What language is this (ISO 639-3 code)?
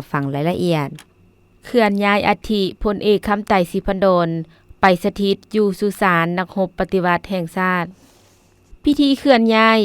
lao